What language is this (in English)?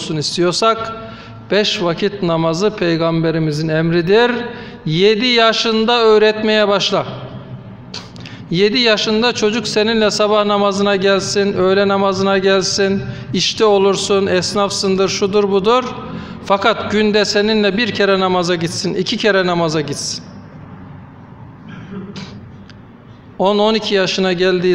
Turkish